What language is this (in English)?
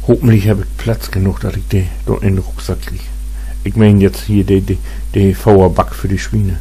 Low German